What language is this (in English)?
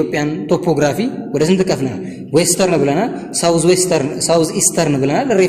Amharic